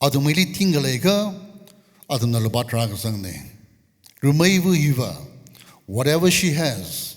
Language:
Tangkhul Naga (India)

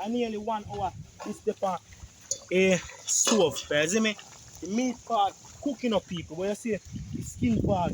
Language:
Jamaican Creole English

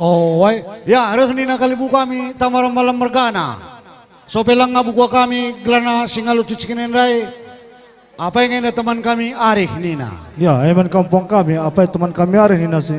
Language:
Batak Karo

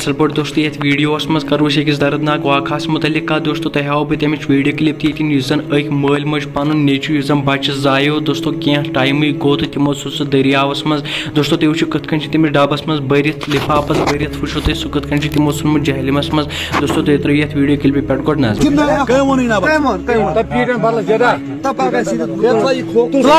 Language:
Kashmiri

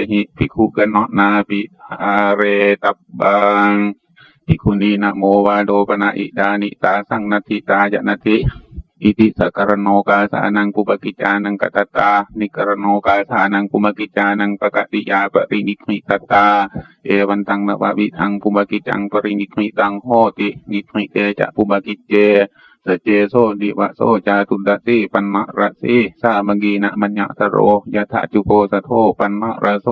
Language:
Pali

